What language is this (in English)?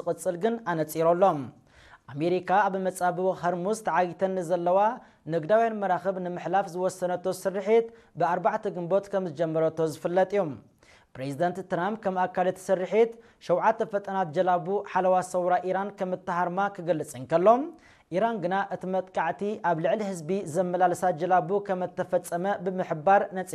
Tigrinya